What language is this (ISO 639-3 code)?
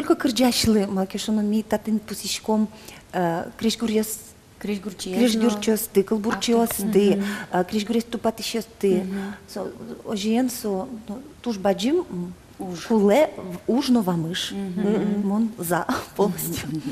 udm